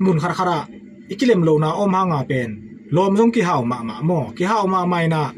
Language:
Tedim Chin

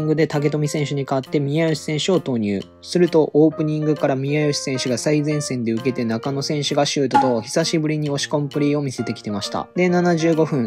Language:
Japanese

